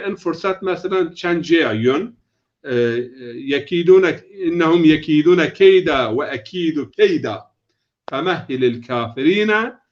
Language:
Zaza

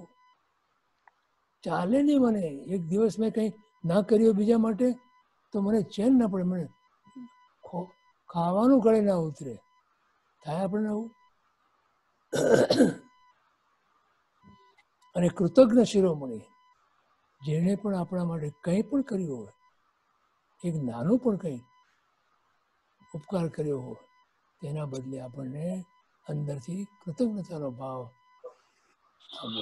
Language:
Gujarati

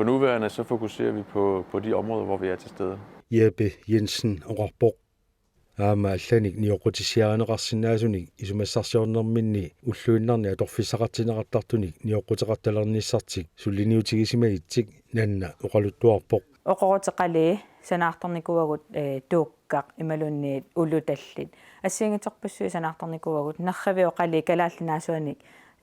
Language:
Kalaallisut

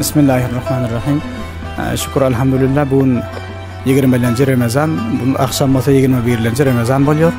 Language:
Turkmen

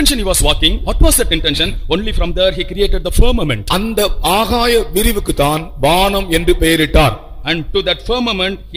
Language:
Tamil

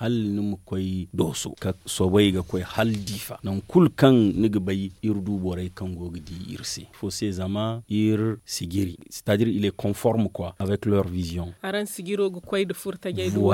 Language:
Zarma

